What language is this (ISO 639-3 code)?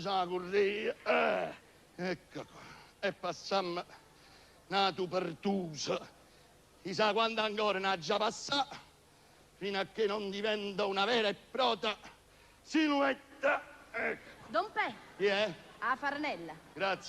nap